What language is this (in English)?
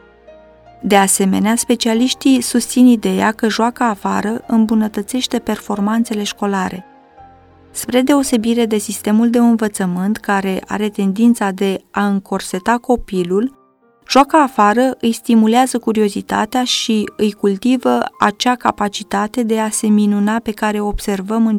Romanian